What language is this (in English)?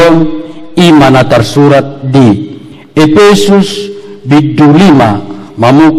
Batak Toba